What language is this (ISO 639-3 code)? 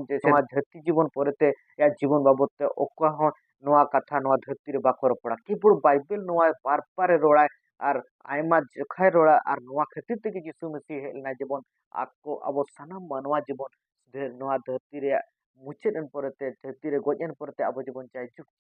sat